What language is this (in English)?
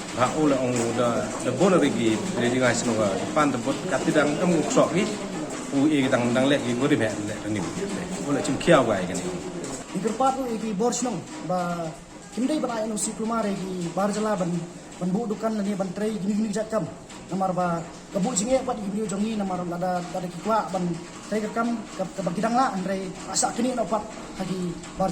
Khasi